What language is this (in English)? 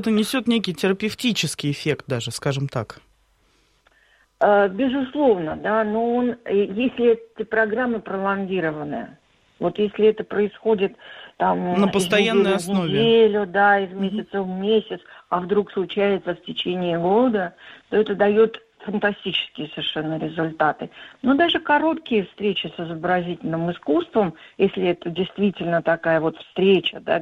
Russian